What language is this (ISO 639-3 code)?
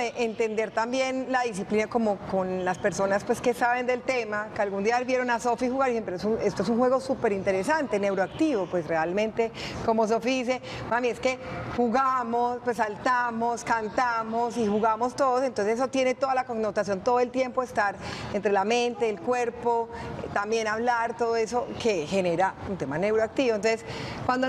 spa